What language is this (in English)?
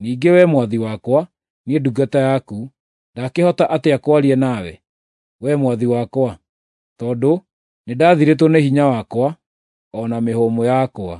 Kikuyu